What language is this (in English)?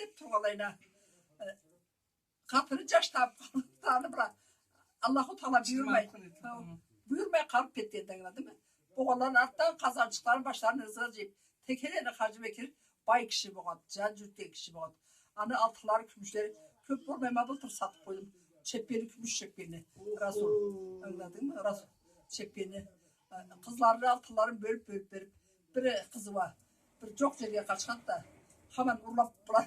Karachay-Balkar